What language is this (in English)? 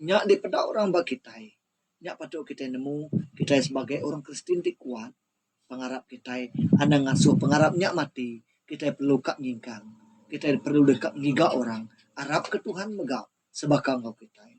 Iban